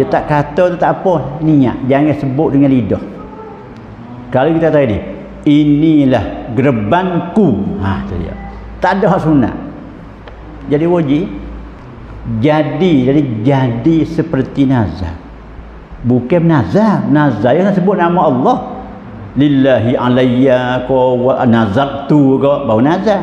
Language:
Pattani Malay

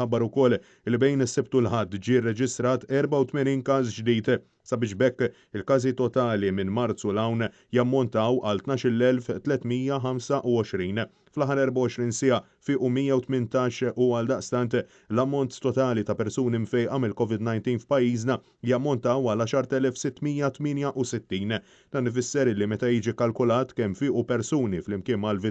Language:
Maltese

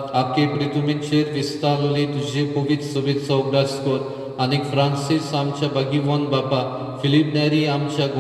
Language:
Konkani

